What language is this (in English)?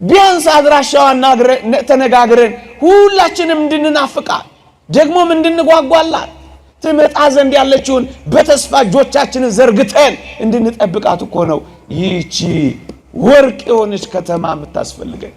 Amharic